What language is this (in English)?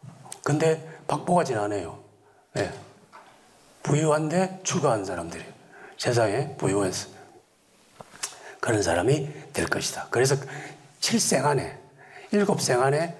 Korean